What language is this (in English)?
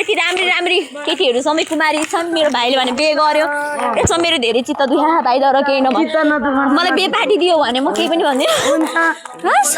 Nepali